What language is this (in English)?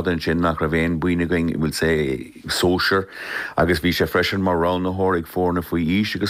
Irish